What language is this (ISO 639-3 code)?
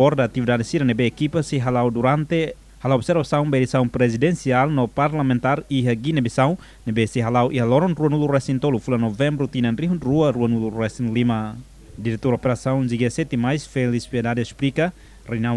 tet